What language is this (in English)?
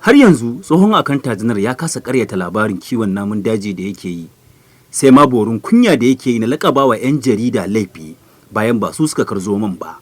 Hausa